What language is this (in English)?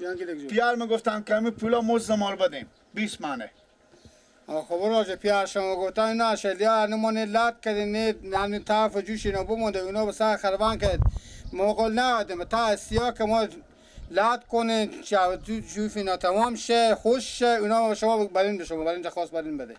Persian